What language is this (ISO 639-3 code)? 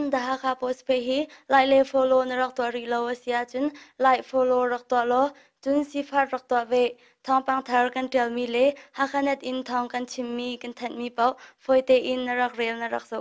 cnh